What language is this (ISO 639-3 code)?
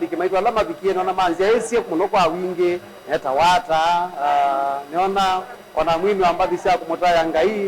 kam